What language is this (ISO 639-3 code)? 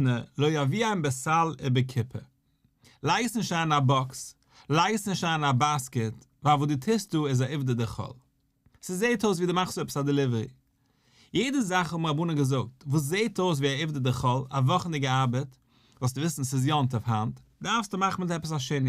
yid